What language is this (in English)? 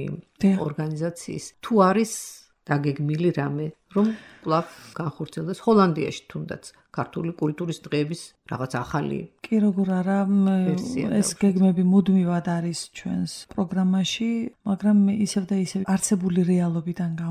Georgian